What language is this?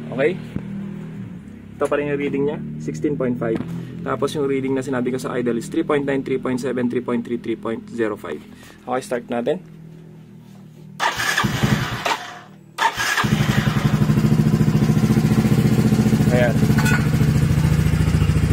Filipino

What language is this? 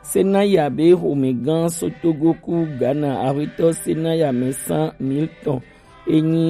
Gen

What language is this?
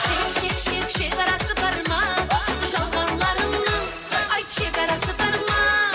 Kara-Kalpak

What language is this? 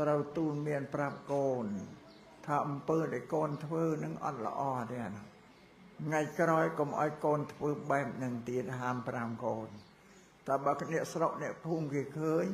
Khmer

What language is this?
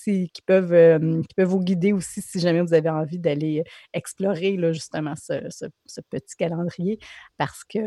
French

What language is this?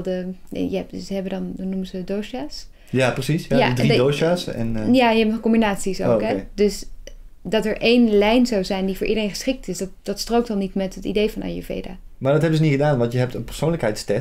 Dutch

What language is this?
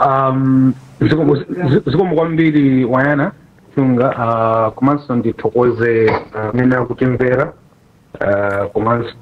Nyanja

